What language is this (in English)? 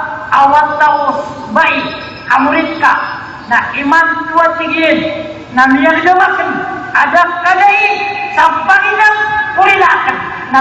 Maranao